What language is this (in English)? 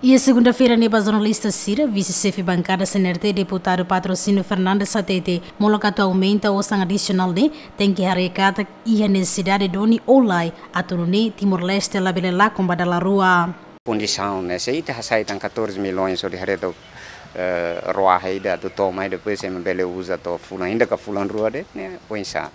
Tetum